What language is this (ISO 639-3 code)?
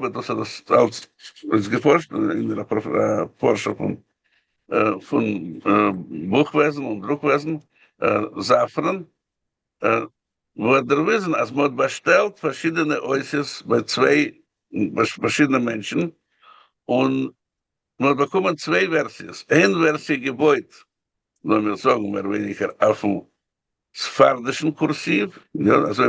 yid